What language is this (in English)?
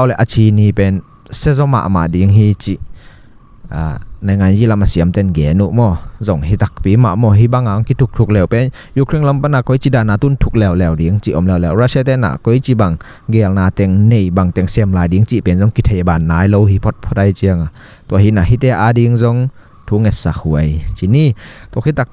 Tedim Chin